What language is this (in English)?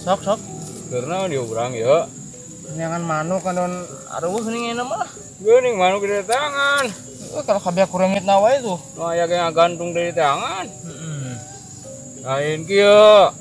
Sundanese